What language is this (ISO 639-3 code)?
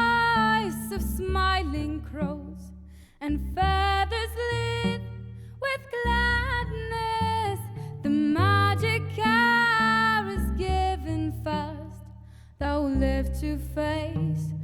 bre